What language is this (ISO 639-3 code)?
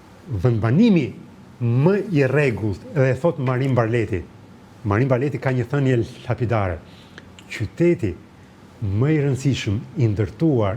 sqi